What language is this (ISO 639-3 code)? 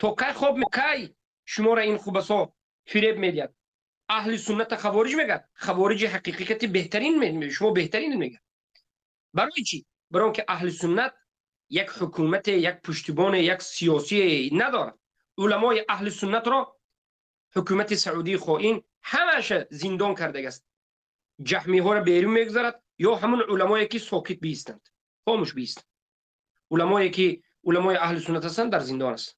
tgk